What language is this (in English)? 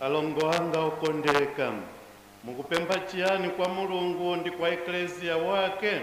Nyanja